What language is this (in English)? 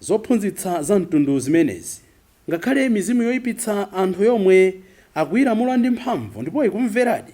Nyanja